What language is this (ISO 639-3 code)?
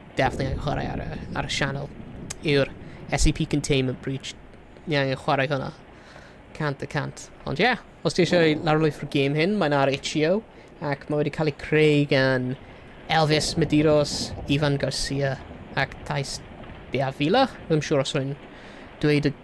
cym